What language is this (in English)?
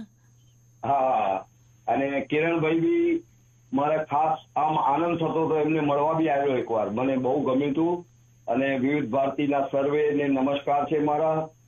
Gujarati